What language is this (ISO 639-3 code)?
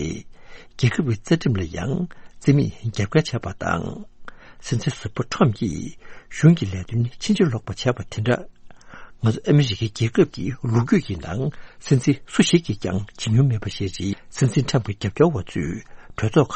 bod